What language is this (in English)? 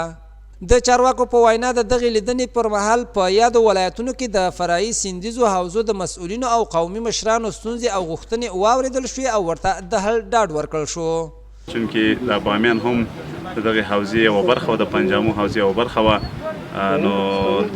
Pashto